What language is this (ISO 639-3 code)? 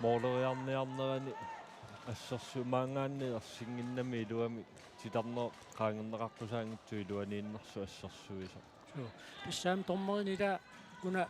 kal